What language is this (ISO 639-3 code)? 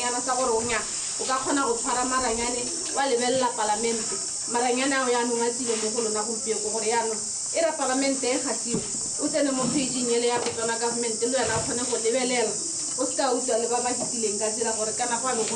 tsn